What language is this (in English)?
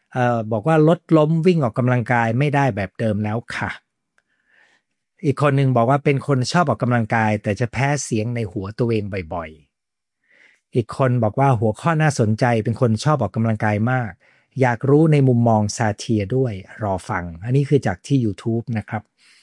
Thai